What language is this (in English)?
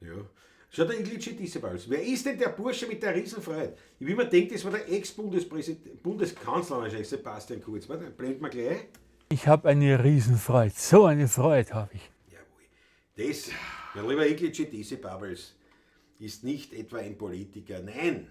Bavarian